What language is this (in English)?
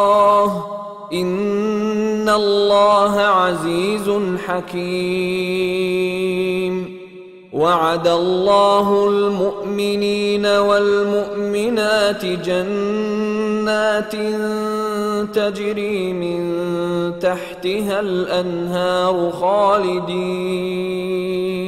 Arabic